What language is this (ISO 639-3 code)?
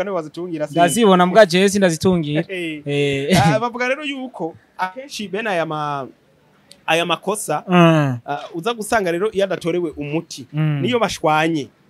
run